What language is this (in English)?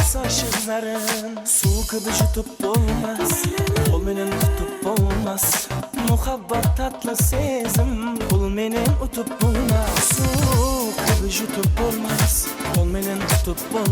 Kara-Kalpak